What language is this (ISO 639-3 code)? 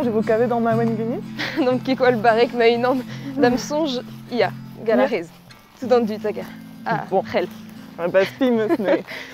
bre